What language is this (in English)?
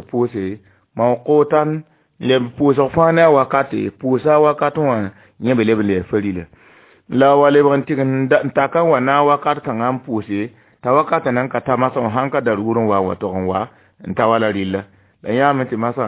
Mossi